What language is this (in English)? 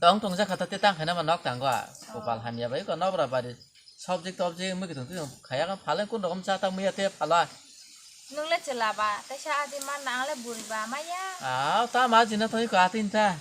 Kok Borok